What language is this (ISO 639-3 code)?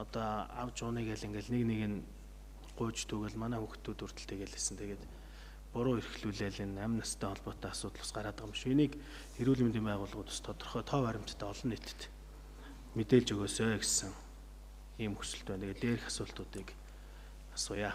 mon